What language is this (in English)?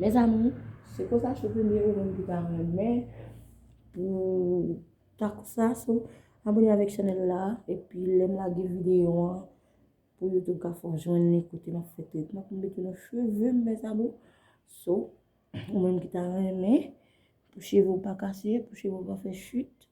Haitian Creole